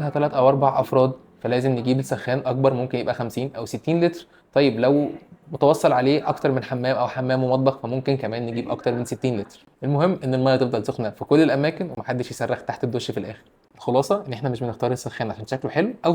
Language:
Egyptian Arabic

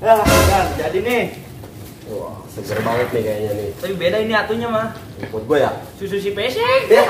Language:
Betawi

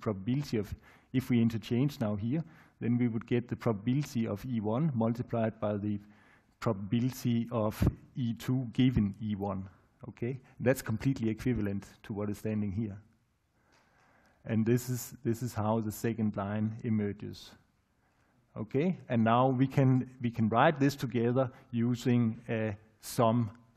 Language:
English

